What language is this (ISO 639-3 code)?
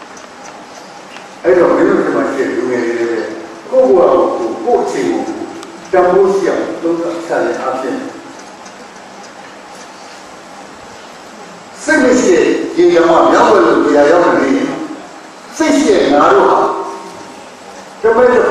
mya